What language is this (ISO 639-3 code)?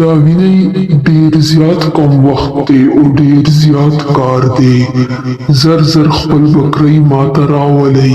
pus